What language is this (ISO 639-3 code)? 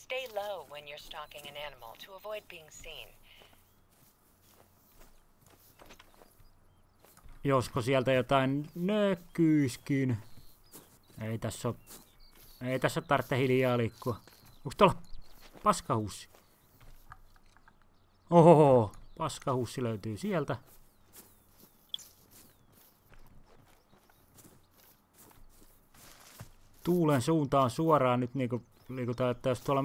fin